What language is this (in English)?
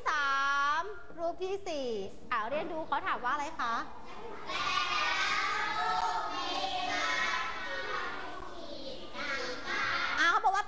Thai